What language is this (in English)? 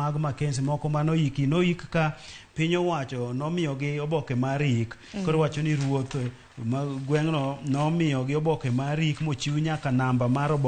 Luo (Kenya and Tanzania)